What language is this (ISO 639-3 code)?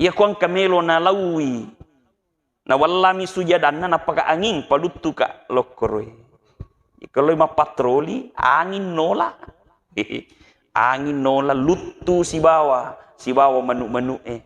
bug